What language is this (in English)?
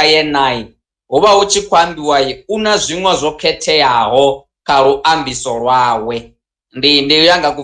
Venda